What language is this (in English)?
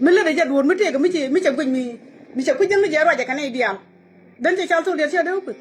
Nuer